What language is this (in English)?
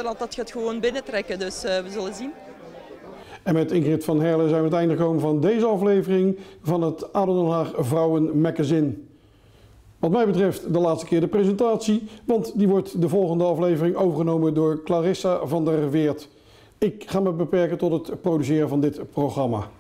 Dutch